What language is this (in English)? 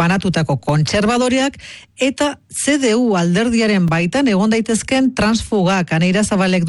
Basque